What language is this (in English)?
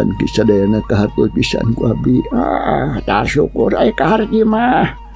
Sundanese